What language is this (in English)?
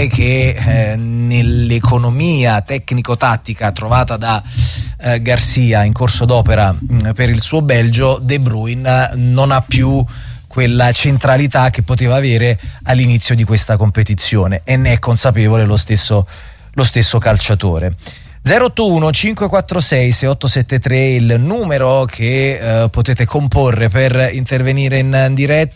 Italian